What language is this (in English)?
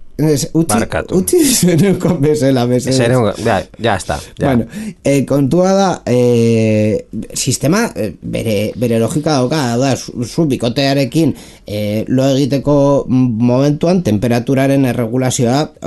Basque